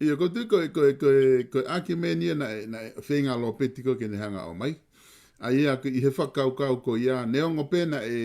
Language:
Tongan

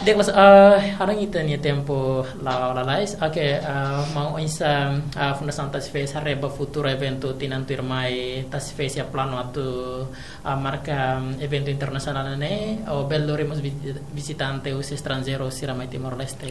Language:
Tetum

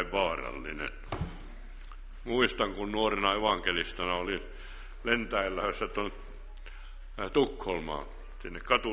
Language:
Finnish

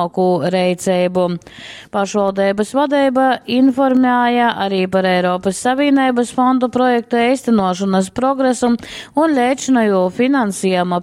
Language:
Latgalian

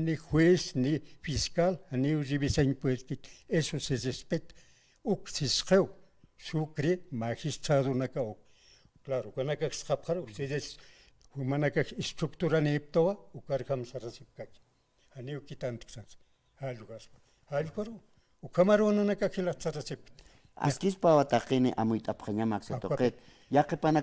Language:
Aymara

